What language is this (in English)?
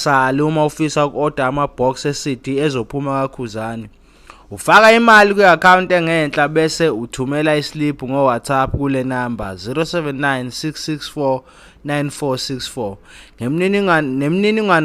Zulu